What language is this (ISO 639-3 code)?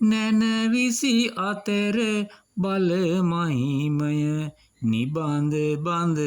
sin